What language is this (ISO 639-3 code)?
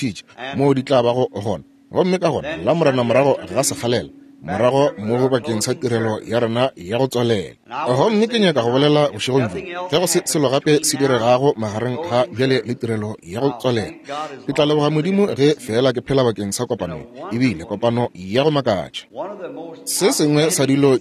nso